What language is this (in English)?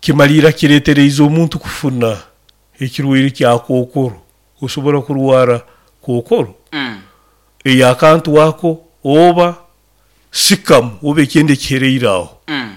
Nyoro